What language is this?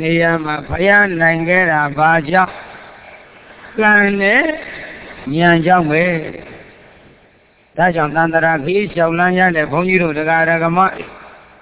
Burmese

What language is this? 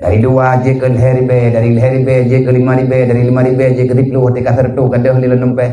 Achinese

